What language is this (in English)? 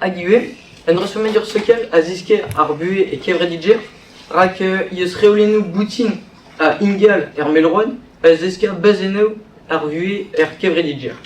Breton